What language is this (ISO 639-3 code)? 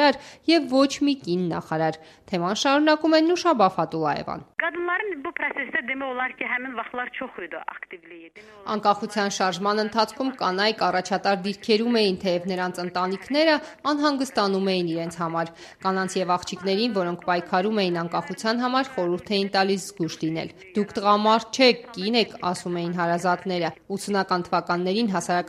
hye